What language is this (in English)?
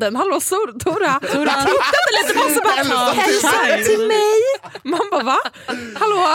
Swedish